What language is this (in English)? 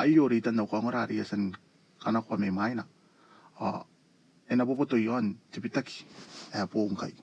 Gilbertese